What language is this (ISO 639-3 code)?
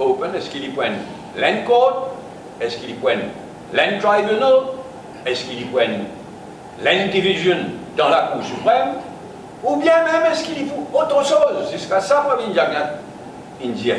mfe